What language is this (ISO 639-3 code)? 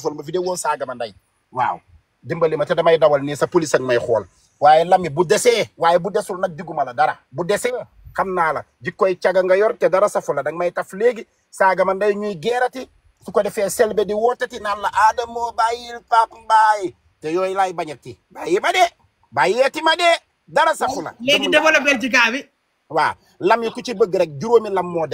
wol